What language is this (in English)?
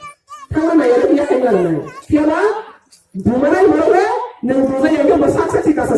Riang (India)